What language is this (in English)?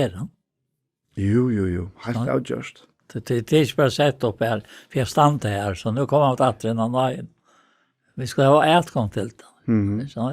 Faroese